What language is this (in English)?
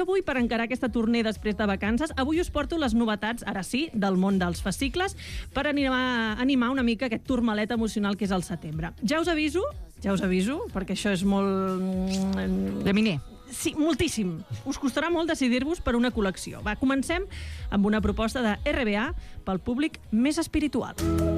Catalan